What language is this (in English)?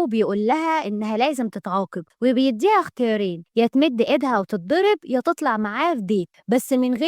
Egyptian Arabic